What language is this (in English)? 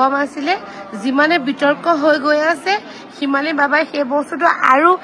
Assamese